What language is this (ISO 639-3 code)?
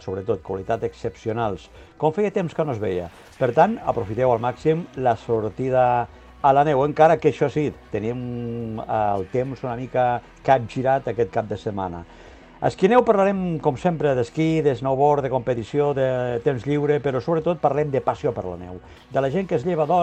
cat